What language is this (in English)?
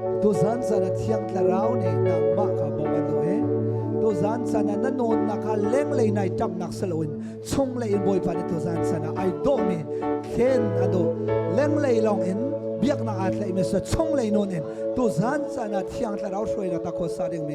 Hakha Chin